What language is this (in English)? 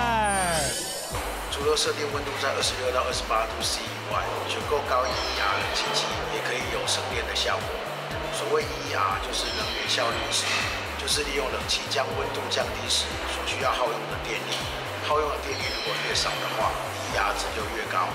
Chinese